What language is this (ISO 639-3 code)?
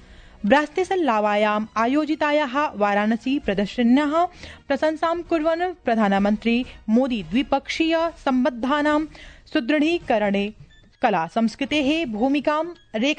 san